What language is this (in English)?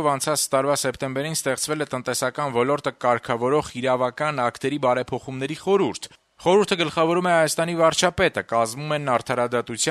Armenian